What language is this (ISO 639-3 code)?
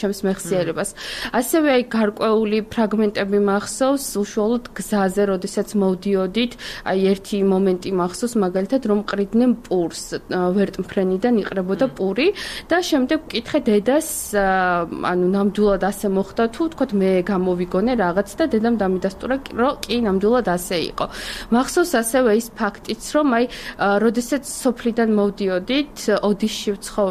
kat